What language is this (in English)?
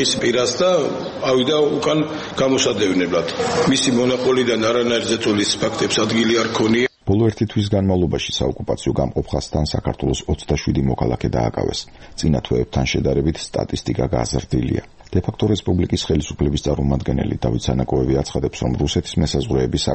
Georgian